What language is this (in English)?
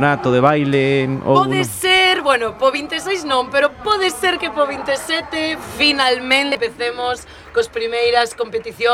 Galician